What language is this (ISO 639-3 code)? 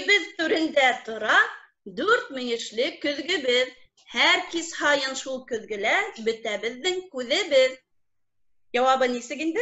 bak